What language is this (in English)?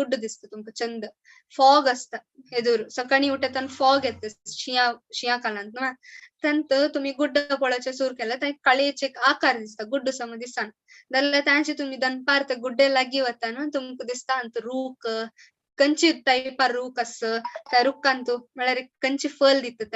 Konkani